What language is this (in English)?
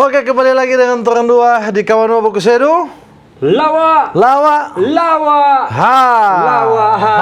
Manado Malay